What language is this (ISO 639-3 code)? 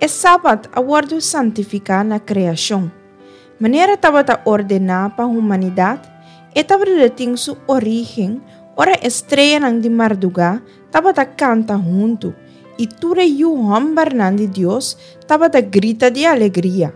pap